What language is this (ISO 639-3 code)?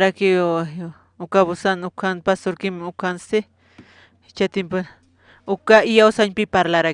aym